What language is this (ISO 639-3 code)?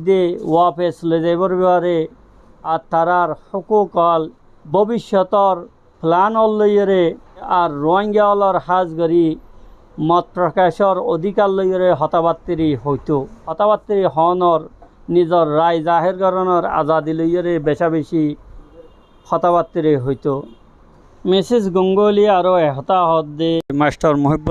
rhg